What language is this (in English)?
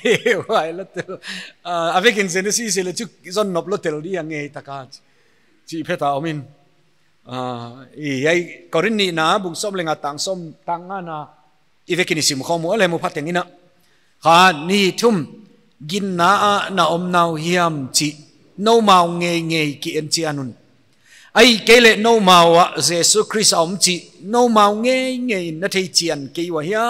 Paite Chin